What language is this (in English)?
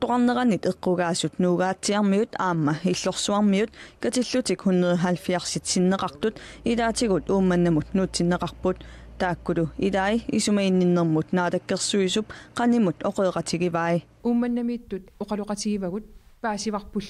Kalaallisut